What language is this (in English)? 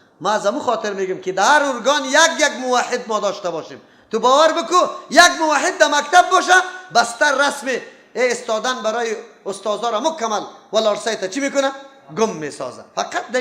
Persian